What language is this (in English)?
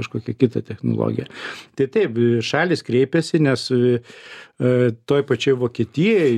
Lithuanian